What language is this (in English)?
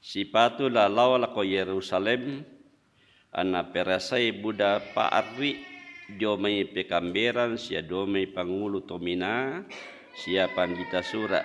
Toraja-Sa'dan